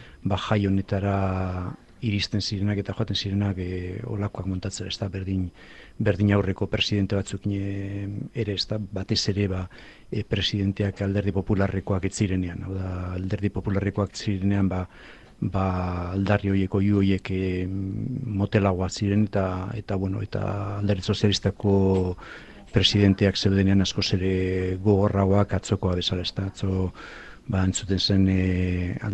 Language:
Basque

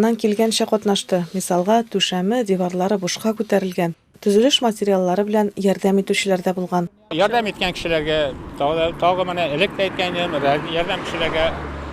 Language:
Tatar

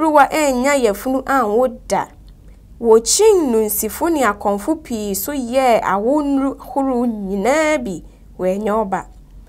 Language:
Akan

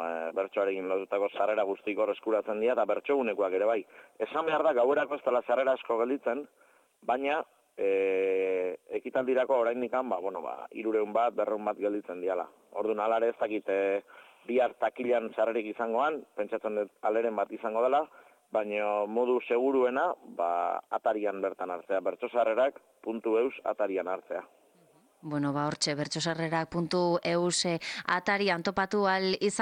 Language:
Basque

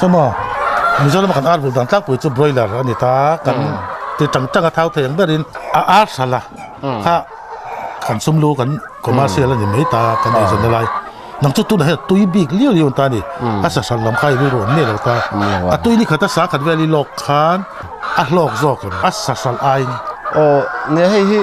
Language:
Mizo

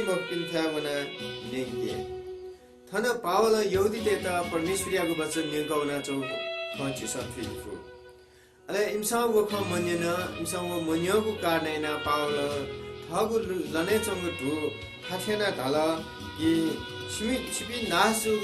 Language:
Newari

